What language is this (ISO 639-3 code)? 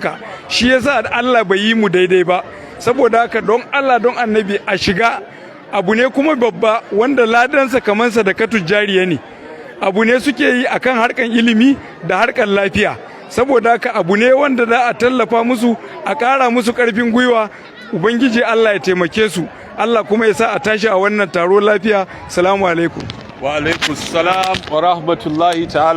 hau